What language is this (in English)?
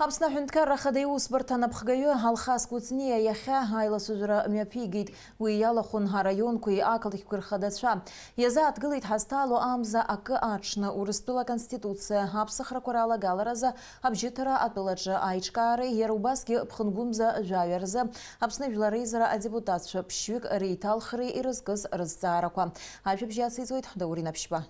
Abkhazian